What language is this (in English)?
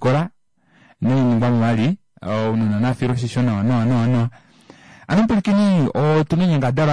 Kuanyama